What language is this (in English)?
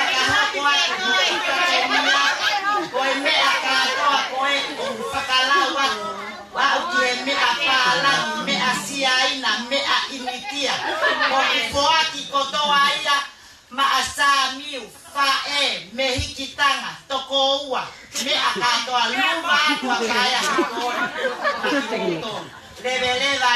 Tongan